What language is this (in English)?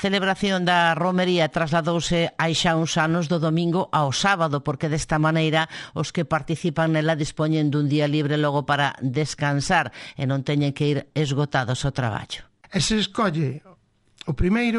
Galician